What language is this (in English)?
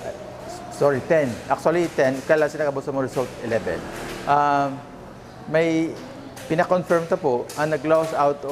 Bikol